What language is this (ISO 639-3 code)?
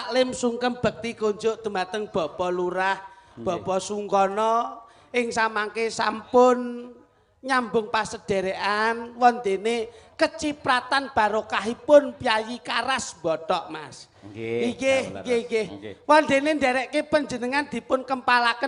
jav